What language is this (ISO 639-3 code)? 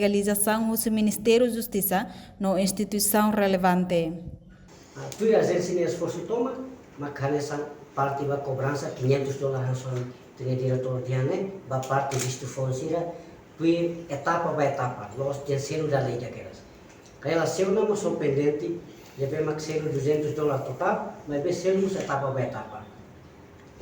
tet